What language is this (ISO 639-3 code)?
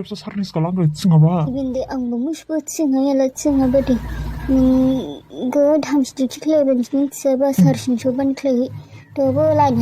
dis